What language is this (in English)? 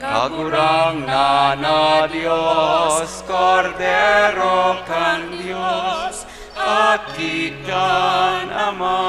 Bikol